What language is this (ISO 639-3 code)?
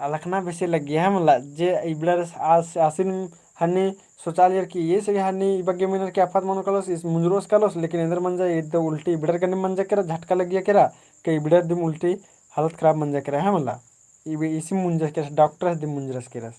kru